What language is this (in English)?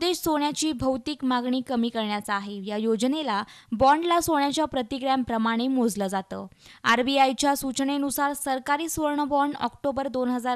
Marathi